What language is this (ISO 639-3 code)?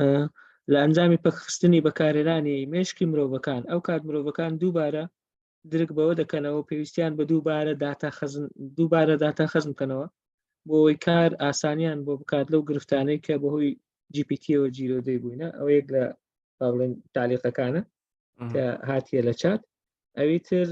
ckb